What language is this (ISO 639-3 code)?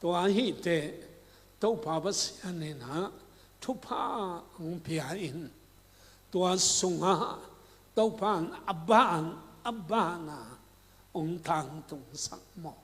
ctd